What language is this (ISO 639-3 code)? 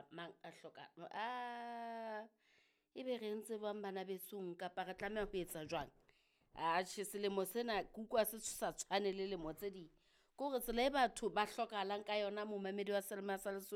sot